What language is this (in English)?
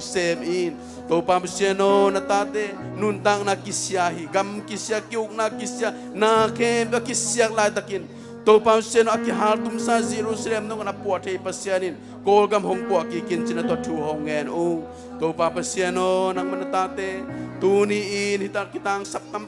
Tedim Chin